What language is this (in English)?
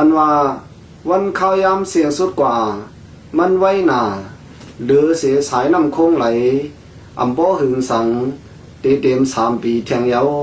Shan